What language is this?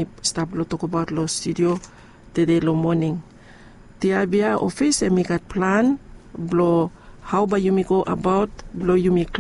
Bislama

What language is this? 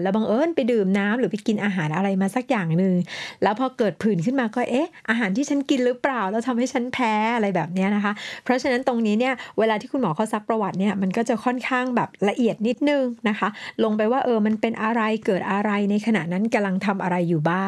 Thai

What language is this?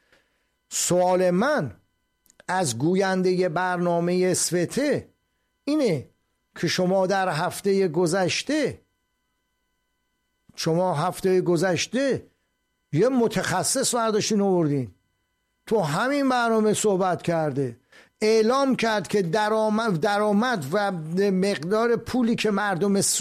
Persian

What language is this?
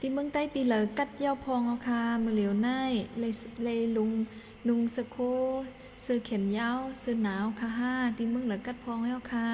Shan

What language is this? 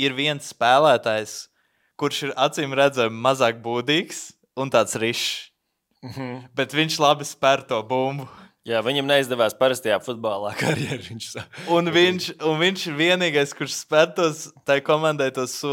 Latvian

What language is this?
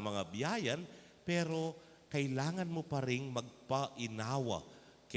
Pampanga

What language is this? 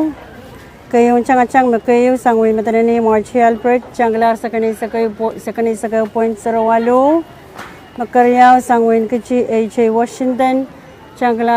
Pohnpeian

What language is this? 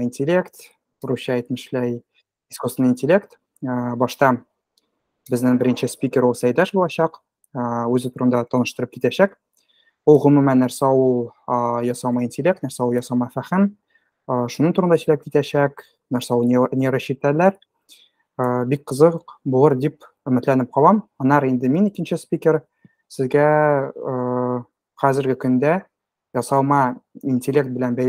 Tatar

